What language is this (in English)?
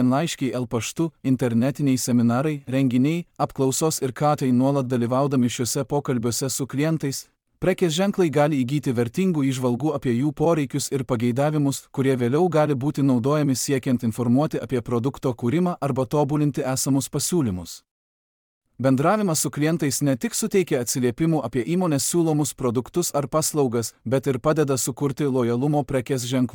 Lithuanian